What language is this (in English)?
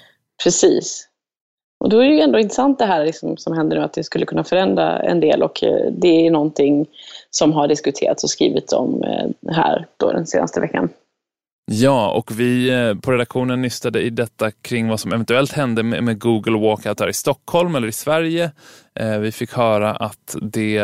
Swedish